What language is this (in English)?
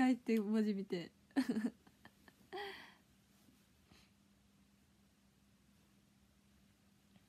Japanese